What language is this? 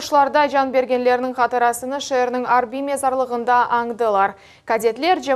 Crimean Tatar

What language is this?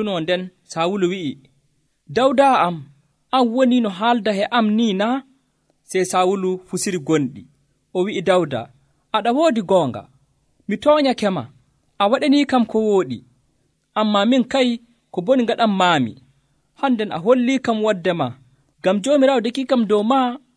Nigerian Fulfulde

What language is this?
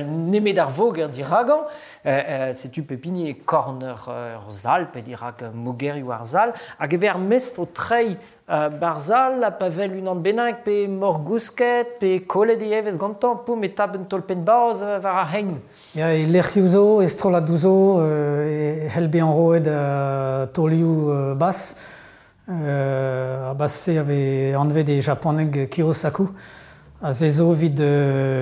Breton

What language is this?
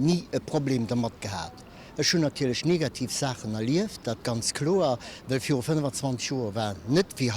Luxembourgish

